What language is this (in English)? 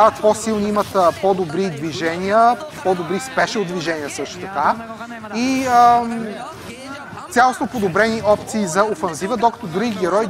Bulgarian